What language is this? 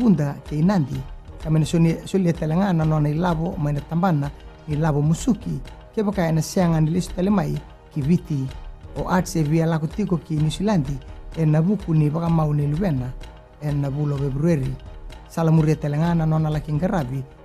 Fijian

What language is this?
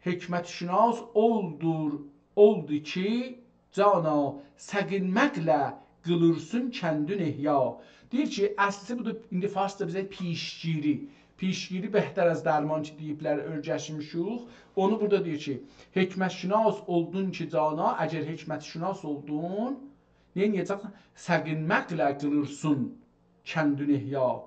South Azerbaijani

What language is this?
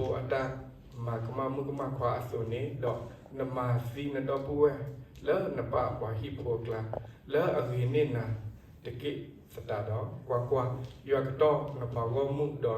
S'gaw Karen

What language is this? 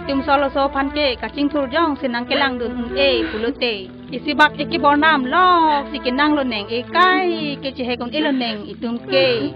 Karbi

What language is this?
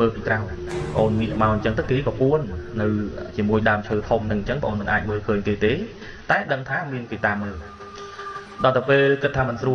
Khmer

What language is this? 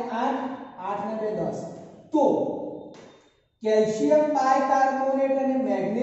Gujarati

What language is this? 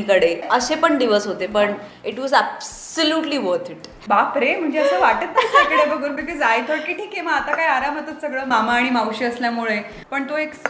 Marathi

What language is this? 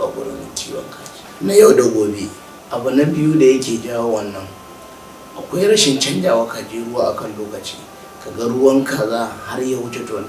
Hausa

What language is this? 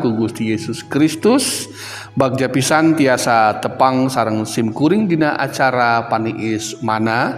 Sundanese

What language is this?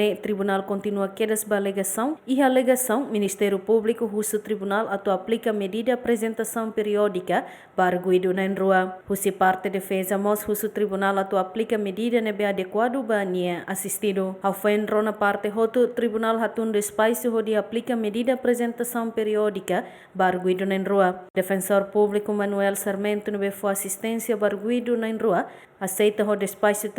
Tetum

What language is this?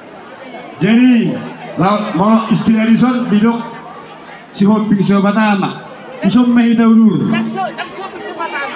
Batak Toba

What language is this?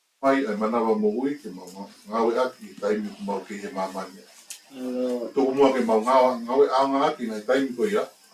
Tongan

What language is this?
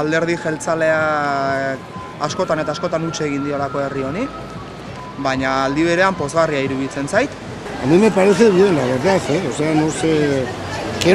Basque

